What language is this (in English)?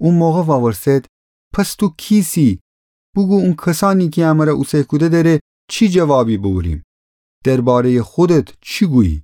Gilaki